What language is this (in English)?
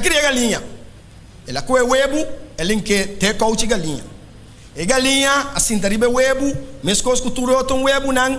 Papiamento